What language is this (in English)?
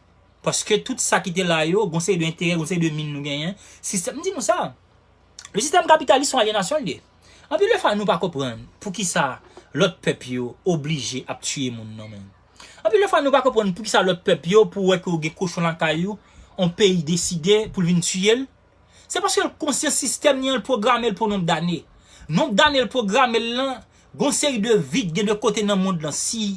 Haitian Creole